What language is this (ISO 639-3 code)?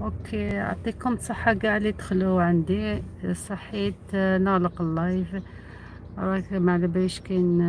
arq